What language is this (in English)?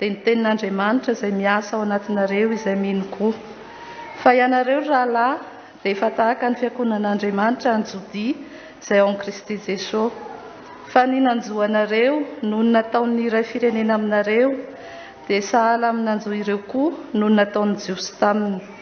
Malagasy